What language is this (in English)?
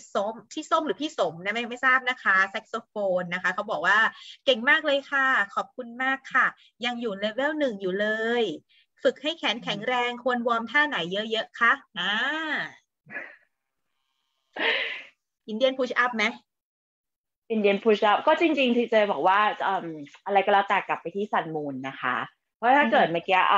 Thai